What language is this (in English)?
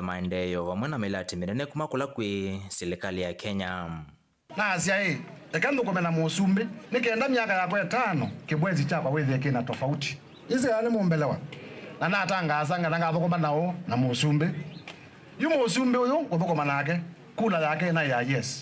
Kamba